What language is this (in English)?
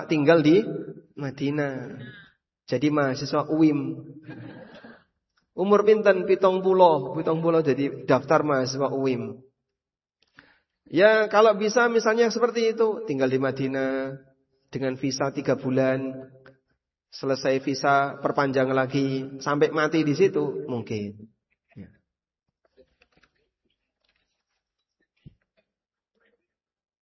Indonesian